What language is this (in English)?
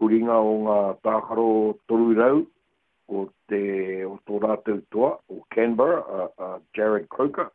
Māori